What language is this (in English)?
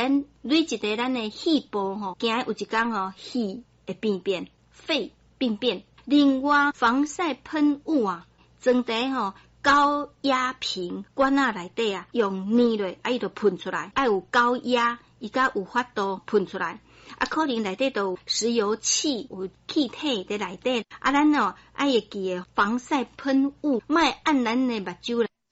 Min Nan Chinese